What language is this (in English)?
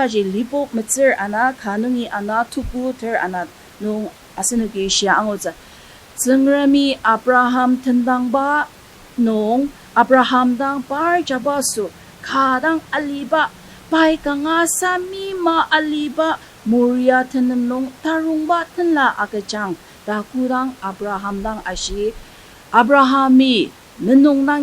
Ao Naga